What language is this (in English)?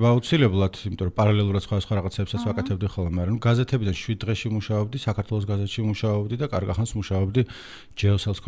Georgian